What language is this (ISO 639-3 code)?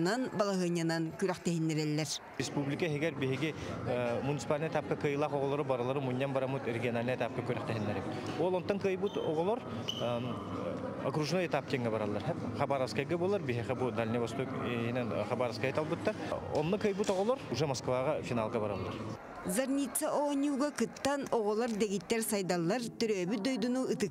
sah